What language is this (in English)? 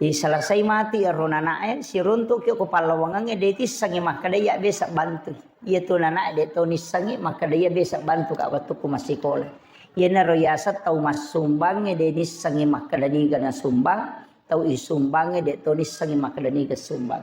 Buginese